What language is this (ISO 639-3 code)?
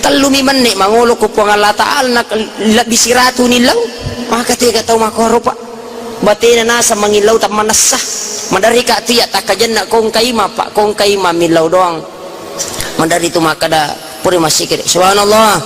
bug